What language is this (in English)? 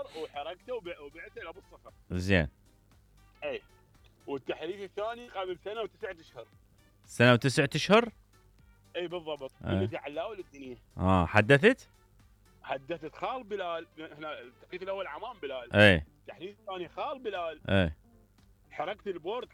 Mesopotamian Arabic